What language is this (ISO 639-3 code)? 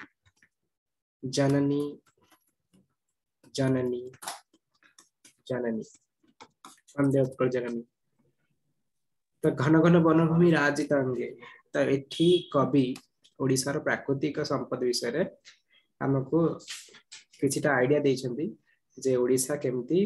ori